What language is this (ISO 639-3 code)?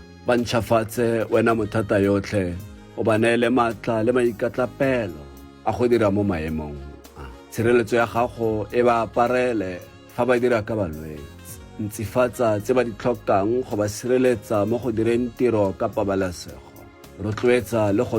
tsn